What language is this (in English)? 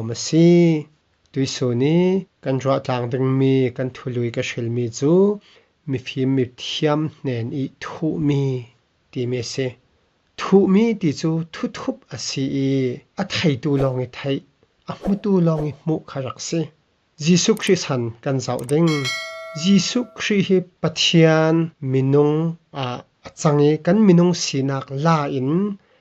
Falam Chin